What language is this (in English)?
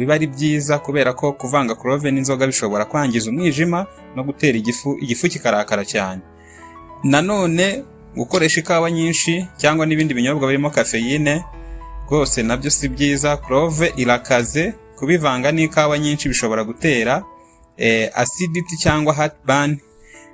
Kinyarwanda